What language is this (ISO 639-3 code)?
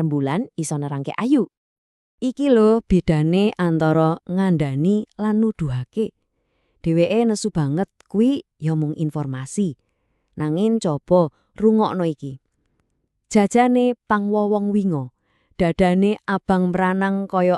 jav